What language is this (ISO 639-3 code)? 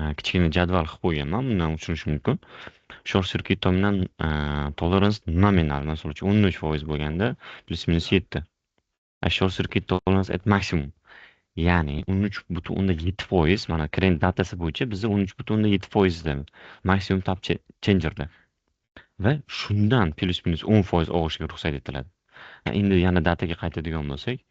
uzb